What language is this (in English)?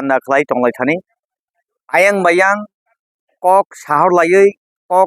Kok Borok